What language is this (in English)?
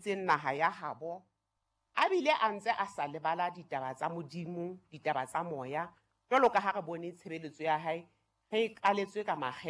Southern Sotho